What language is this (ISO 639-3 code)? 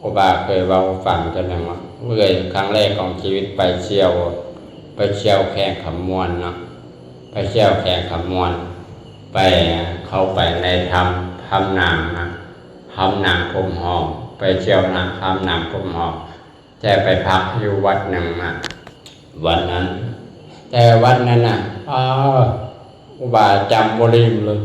lao